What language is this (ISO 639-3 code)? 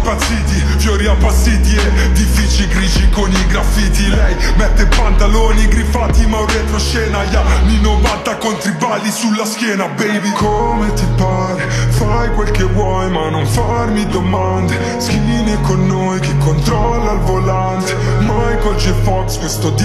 ita